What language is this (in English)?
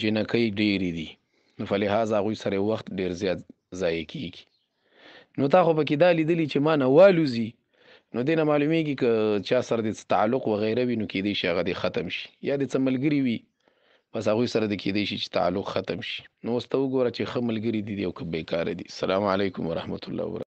Pashto